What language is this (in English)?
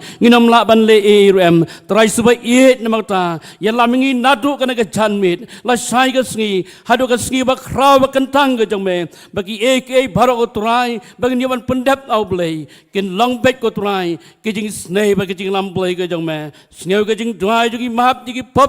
Khasi